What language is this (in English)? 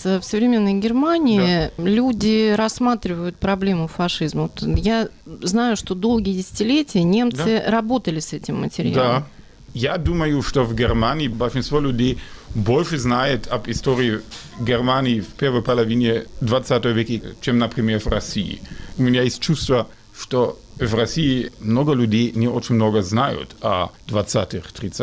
Russian